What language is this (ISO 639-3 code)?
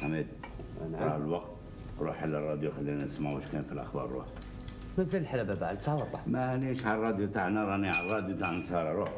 arq